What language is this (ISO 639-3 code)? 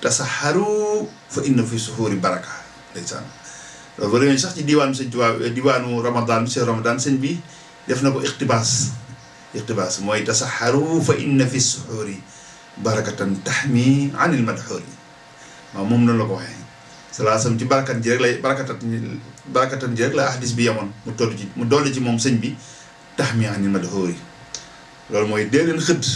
wol